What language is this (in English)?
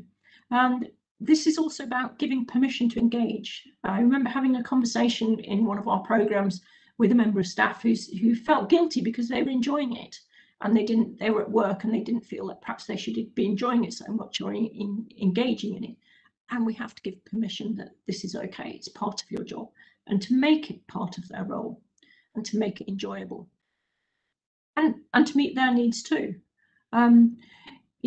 English